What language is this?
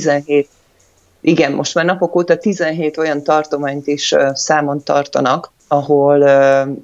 Hungarian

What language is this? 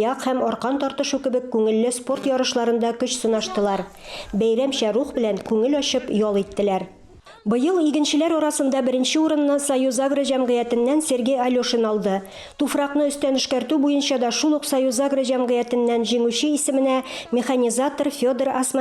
Tatar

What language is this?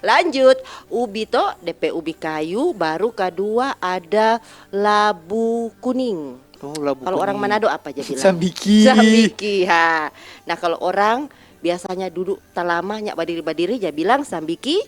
Manado Malay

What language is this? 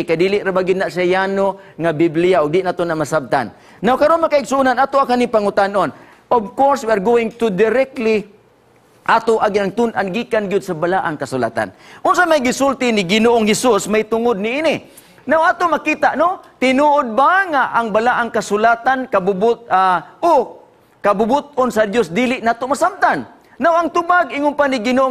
Cebuano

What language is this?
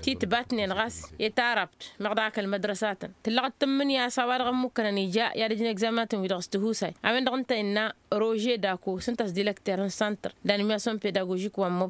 Tamasheq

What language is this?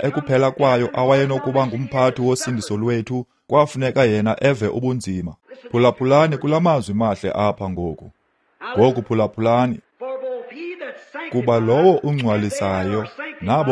Xhosa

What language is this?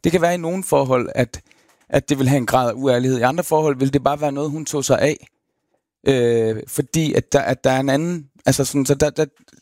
Danish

